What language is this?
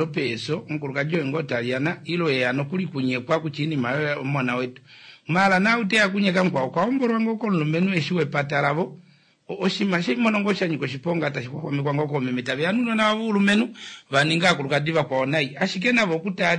Kuanyama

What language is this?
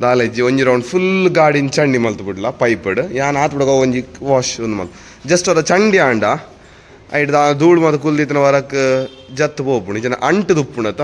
Tulu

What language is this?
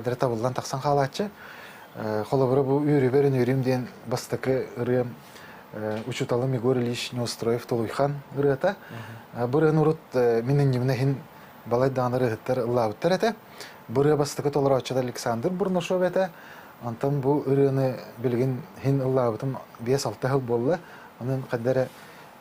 Yakut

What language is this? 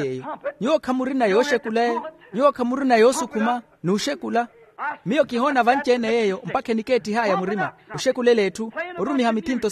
Makhuwa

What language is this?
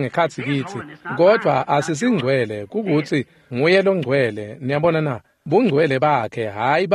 Swati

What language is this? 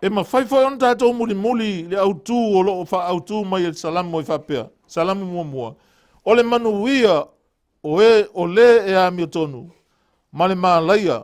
Samoan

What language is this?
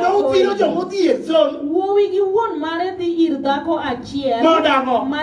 Luo (Kenya and Tanzania)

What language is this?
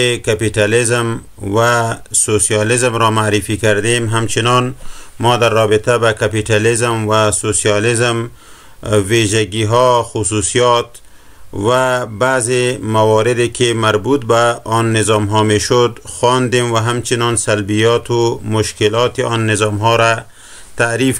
Persian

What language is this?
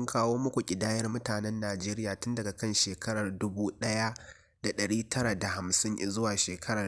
Hausa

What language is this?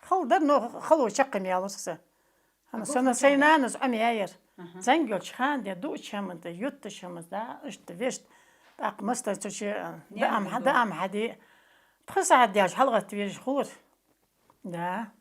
Ingush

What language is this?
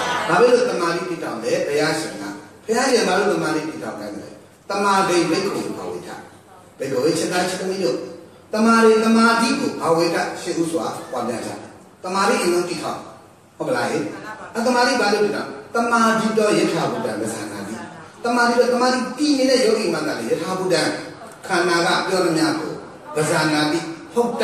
Burmese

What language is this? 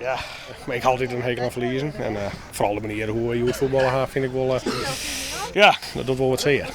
Western Frisian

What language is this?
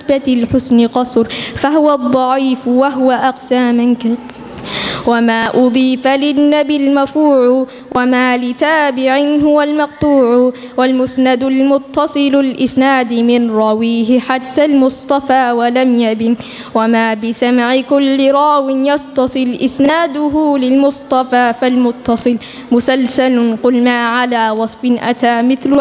Arabic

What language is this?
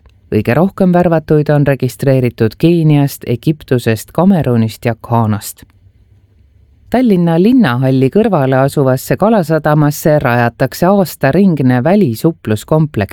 Estonian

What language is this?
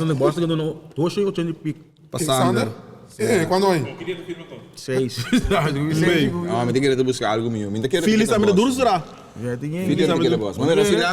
Papiamento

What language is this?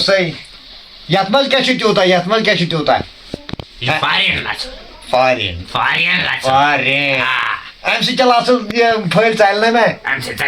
Kashmiri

